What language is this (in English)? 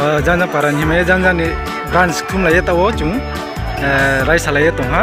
Riang (India)